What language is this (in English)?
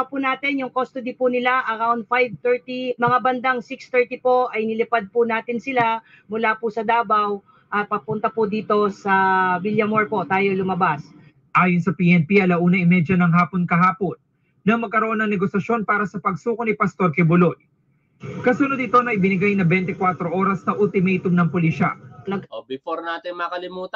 Filipino